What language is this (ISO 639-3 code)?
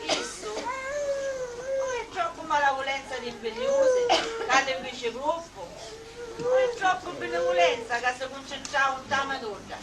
scn